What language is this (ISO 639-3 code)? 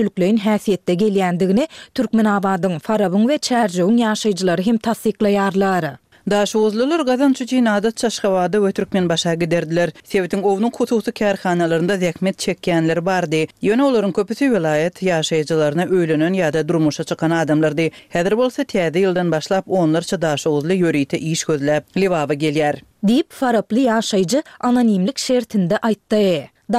tuk